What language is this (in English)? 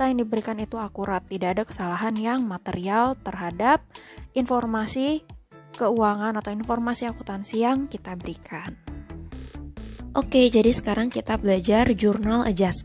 Indonesian